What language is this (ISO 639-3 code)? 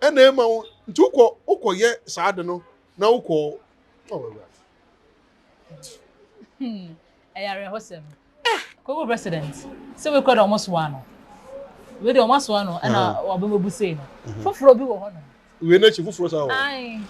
aka